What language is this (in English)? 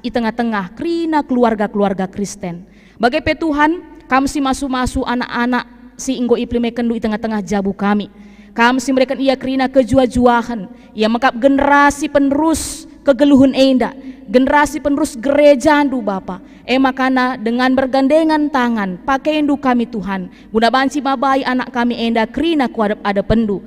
Batak Karo